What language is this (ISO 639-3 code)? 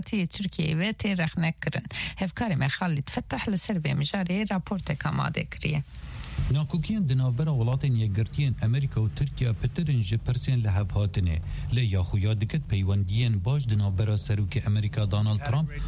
kur